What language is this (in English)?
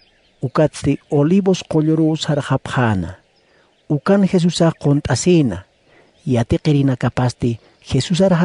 Aymara